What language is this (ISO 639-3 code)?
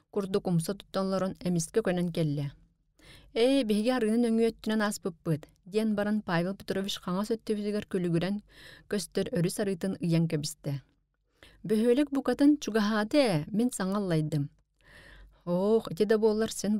sah